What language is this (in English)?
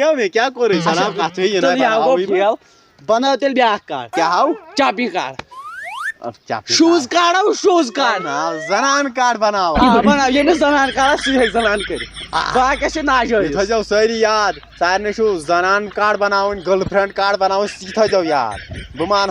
Kashmiri